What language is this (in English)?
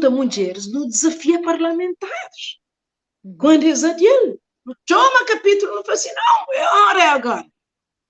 Kabuverdianu